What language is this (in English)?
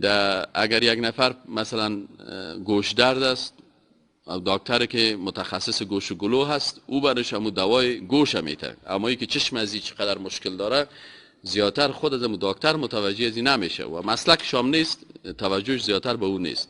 Persian